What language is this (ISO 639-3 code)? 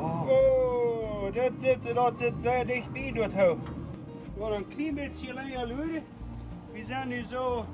pdt